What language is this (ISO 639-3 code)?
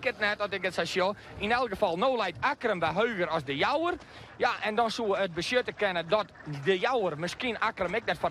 fry